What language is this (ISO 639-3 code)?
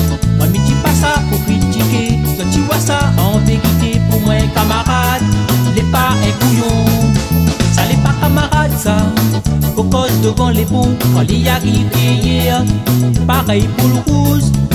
rcf